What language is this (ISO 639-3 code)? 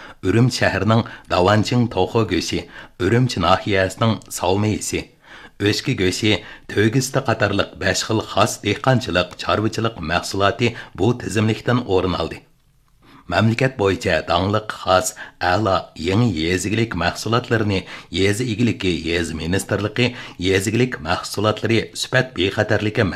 uig